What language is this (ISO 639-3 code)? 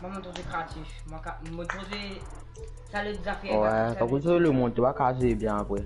mfe